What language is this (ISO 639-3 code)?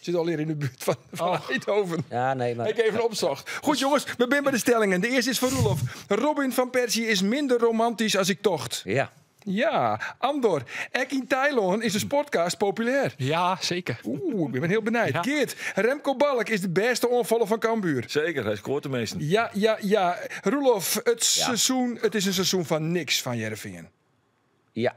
fry